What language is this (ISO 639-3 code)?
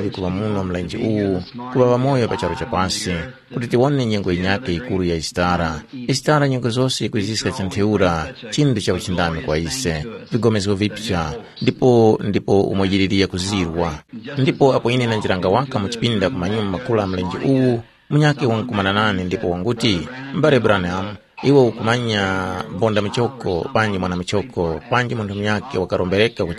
tum